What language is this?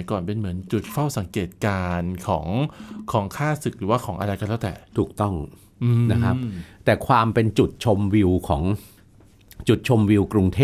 Thai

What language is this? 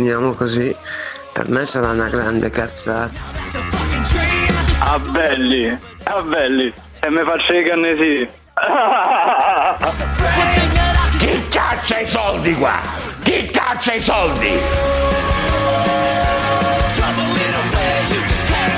Italian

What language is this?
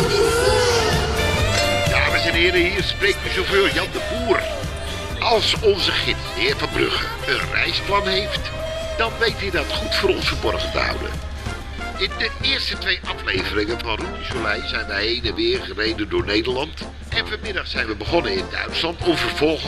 Dutch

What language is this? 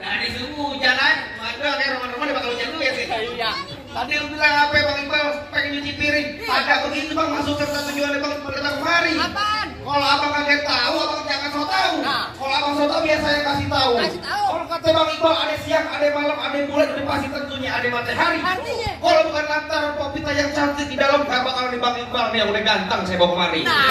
Betawi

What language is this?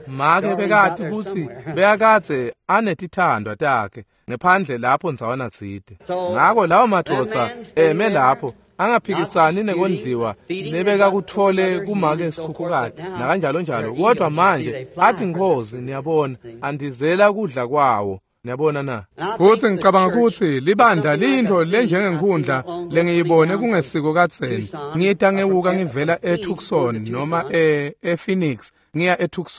Swati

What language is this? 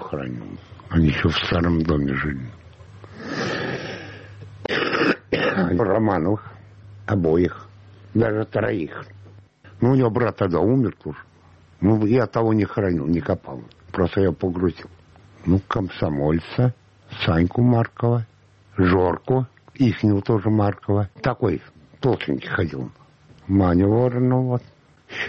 Russian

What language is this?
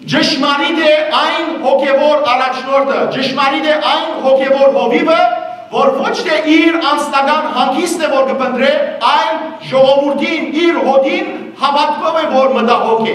Western Armenian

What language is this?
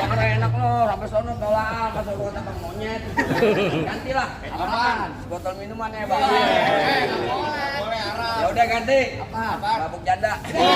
Betawi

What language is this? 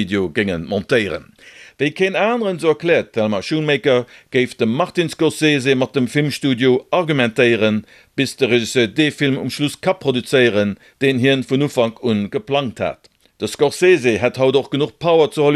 Luxembourgish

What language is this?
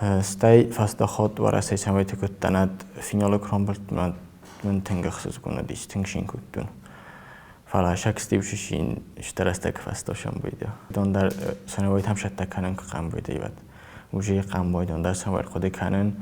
Ossetic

